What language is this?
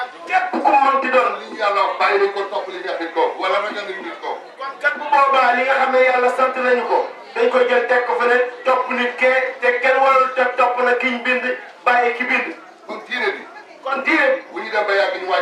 Wolof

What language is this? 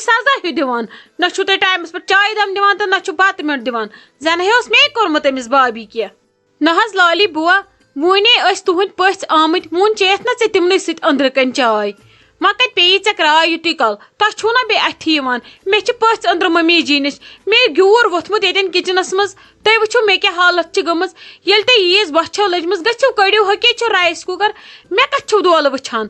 Kashmiri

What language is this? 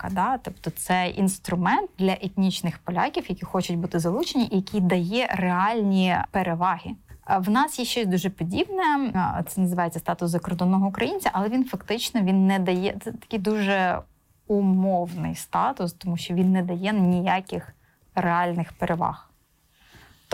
Ukrainian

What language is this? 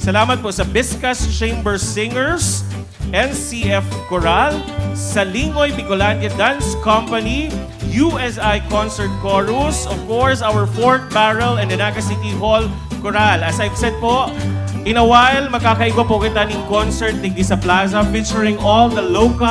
Bikol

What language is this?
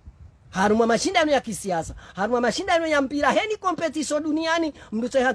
Ngazidja Comorian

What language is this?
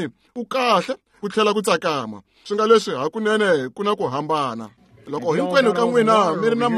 Tsonga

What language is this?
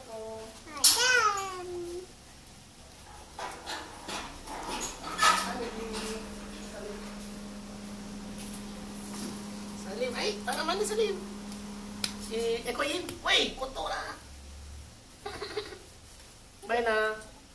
Malay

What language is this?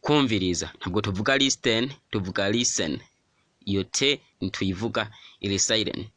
Rundi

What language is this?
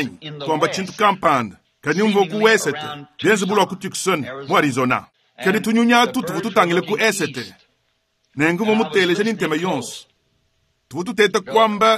Luba-Lulua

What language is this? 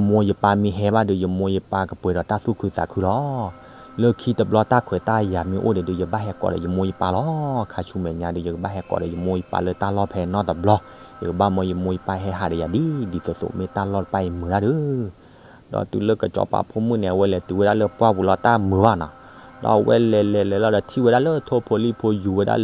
S'gaw Karen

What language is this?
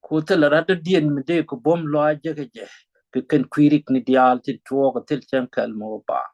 Nuer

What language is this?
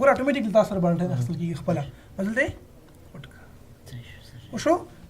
Pashto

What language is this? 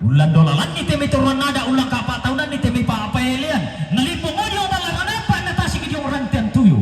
Toraja-Sa'dan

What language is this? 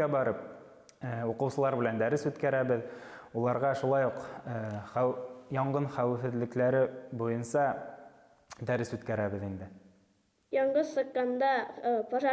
Bashkir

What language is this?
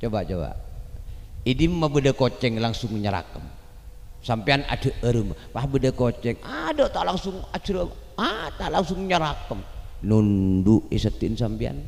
Madurese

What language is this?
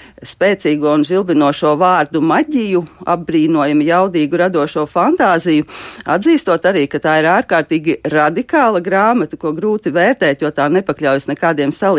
Latvian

